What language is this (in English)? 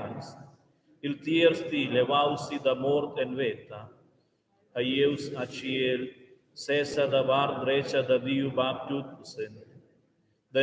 Romansh